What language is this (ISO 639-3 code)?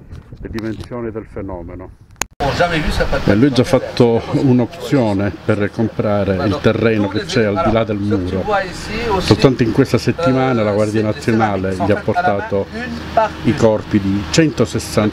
ita